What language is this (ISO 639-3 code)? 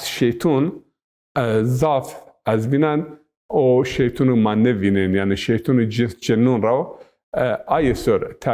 zza